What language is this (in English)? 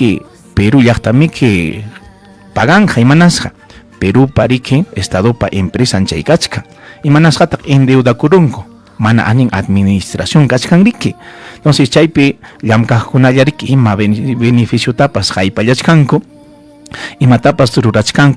Ayacucho Quechua